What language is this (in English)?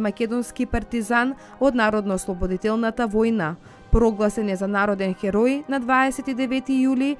Macedonian